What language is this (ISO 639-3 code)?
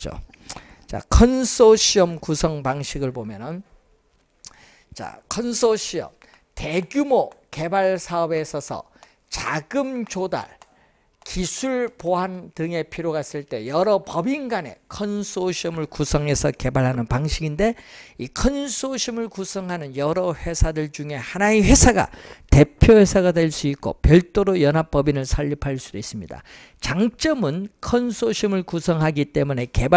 kor